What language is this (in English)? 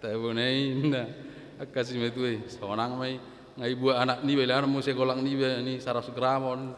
Batak Toba